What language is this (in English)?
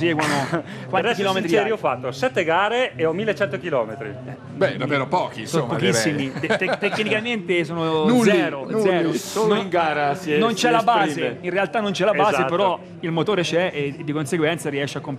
Italian